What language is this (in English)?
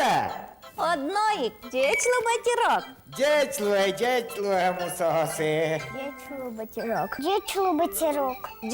Udmurt